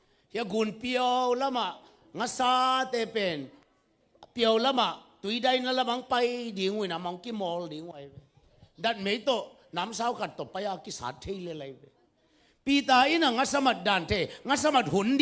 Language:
Tedim Chin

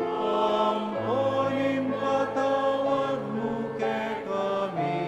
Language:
Pampanga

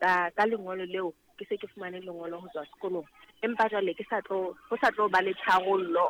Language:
Southern Sotho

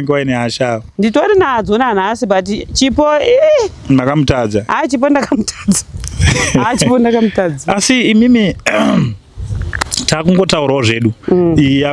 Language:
Shona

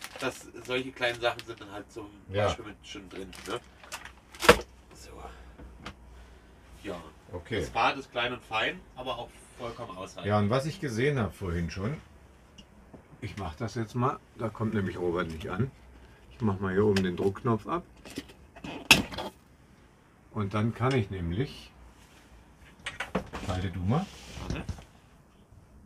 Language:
German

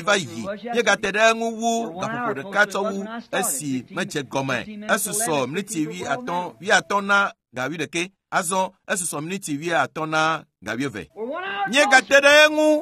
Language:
Ewe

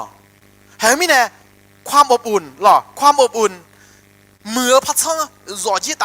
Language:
Akha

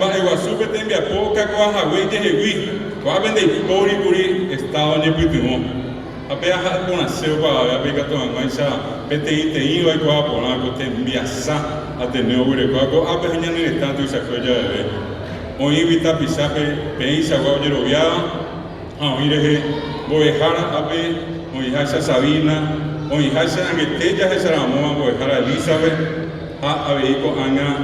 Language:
Guarani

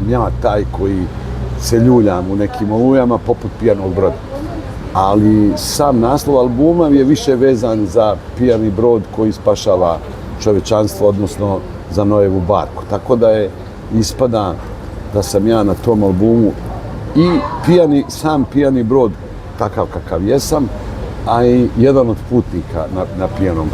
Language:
Bosnian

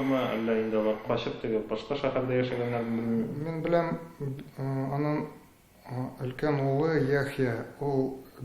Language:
Tatar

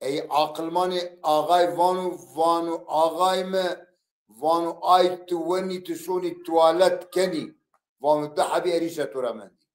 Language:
Zaza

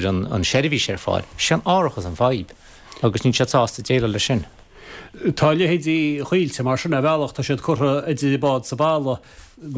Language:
Irish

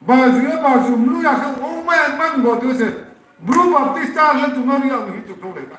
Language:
Riang (India)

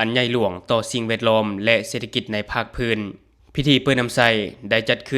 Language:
Lao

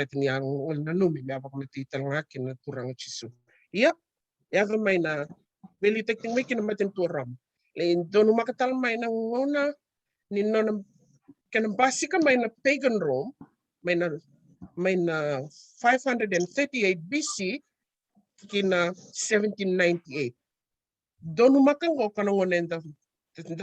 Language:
Fijian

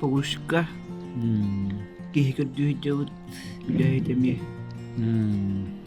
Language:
Yakut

